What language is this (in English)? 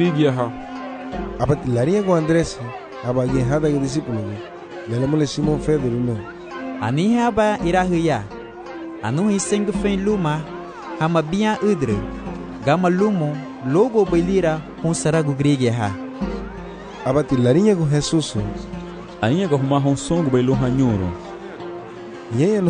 Garifuna